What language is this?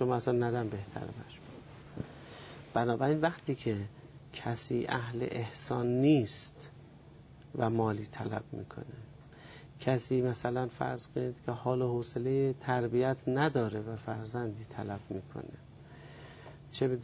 Persian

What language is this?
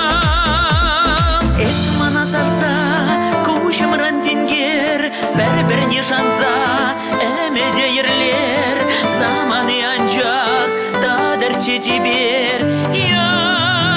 Chuvash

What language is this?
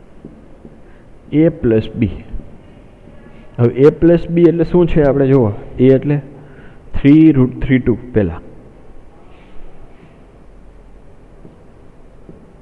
Gujarati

